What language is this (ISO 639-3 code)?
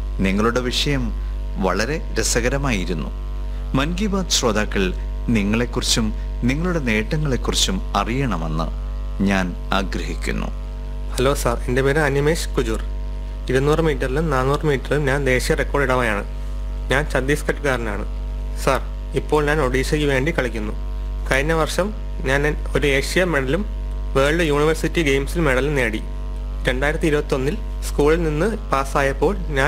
mal